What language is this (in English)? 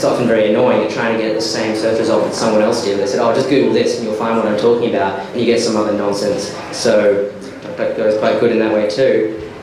English